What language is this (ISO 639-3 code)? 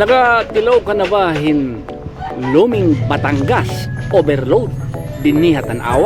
war